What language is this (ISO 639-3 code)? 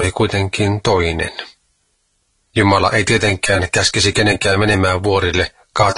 fin